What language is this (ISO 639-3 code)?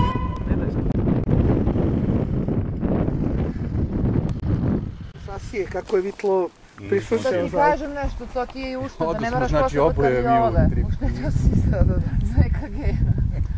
srp